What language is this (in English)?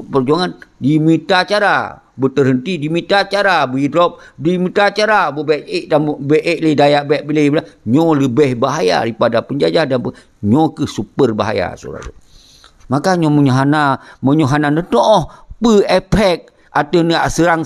Achinese